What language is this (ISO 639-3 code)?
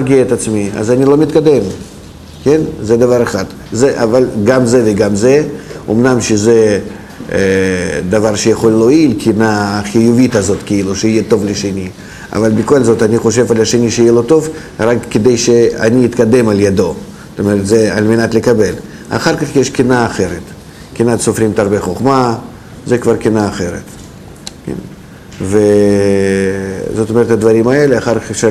heb